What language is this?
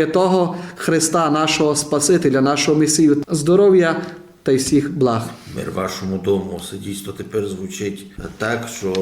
Rusyn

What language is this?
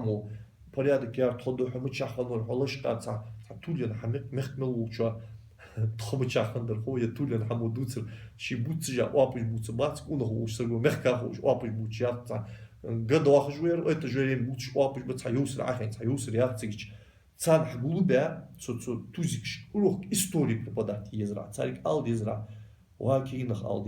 Ingush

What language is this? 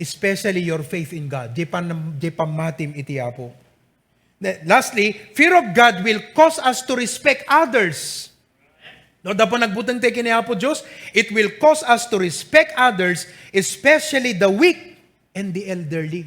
Iloko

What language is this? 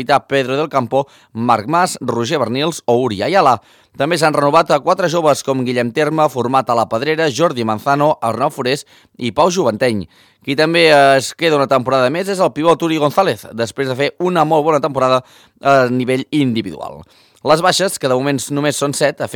Catalan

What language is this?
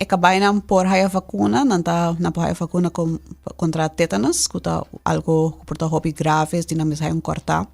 Papiamento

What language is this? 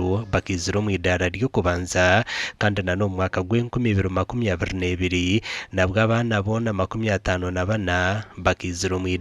Nyankole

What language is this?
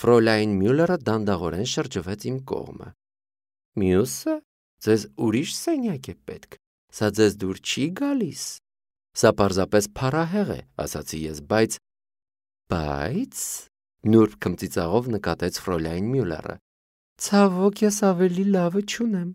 Armenian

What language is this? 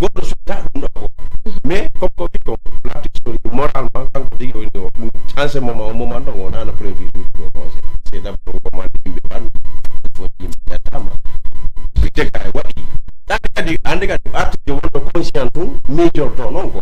Fula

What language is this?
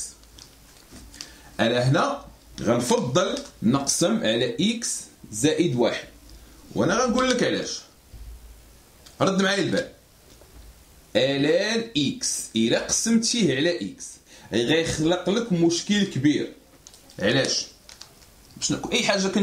Moroccan Arabic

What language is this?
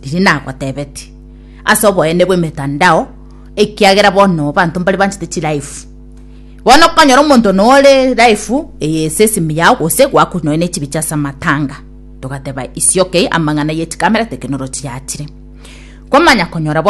Gusii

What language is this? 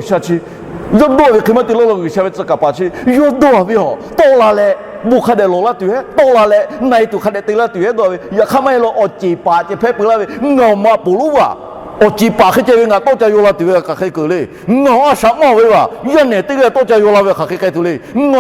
Lahu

